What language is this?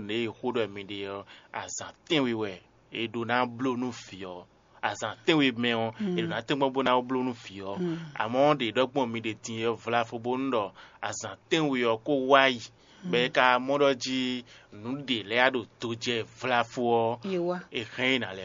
Fon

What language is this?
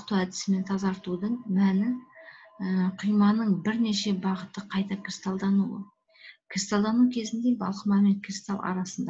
Kazakh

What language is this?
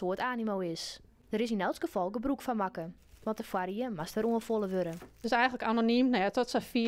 Western Frisian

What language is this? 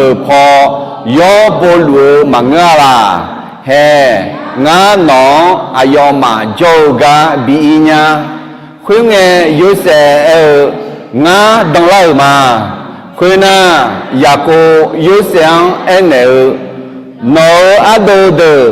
Akha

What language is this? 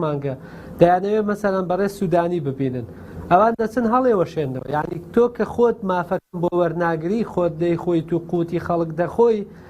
Central Kurdish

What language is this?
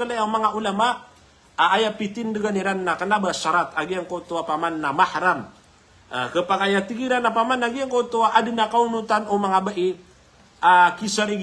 Maranao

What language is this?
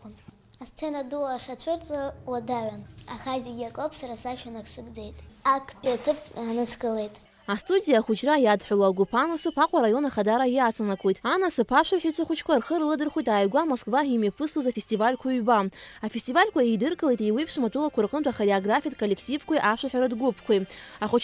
Abkhazian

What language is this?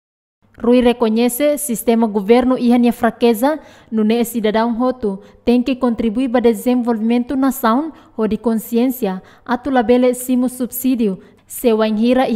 Tetum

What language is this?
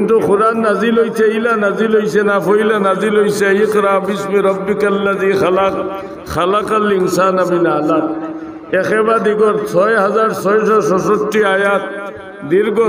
Sylheti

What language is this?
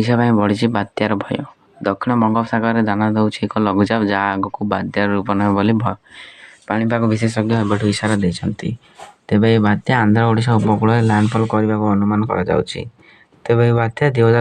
Odia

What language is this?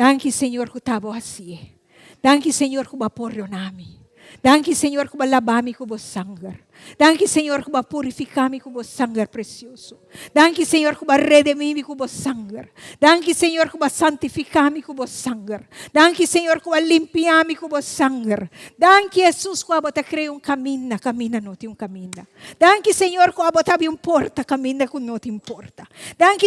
Papiamento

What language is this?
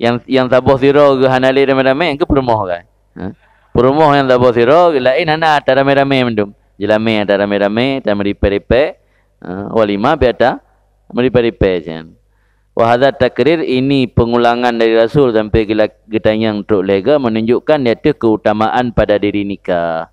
Achinese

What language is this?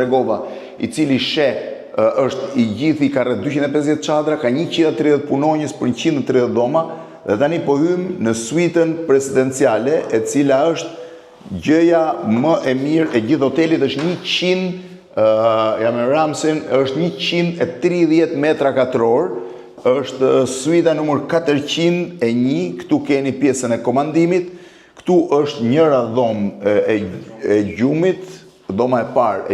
Albanian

